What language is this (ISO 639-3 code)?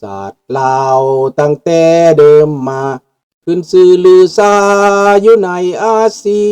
lao